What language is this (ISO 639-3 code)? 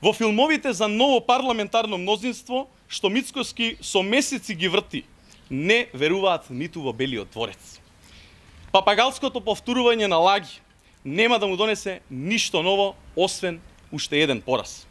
mkd